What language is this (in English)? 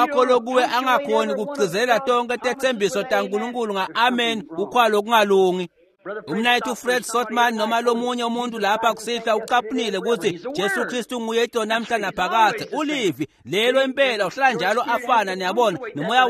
Swati